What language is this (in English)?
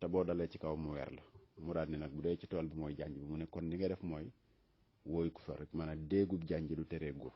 Wolof